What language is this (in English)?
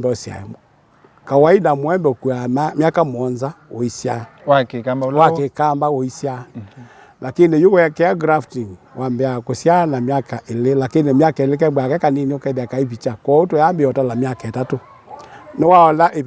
Kamba